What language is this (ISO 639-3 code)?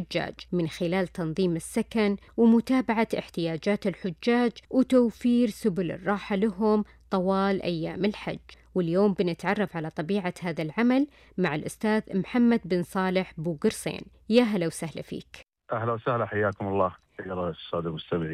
ars